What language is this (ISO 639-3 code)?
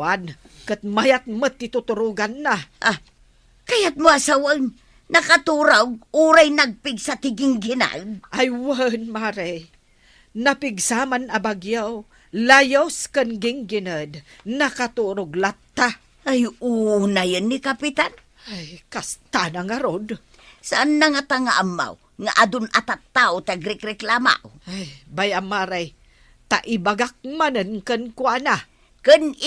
ilo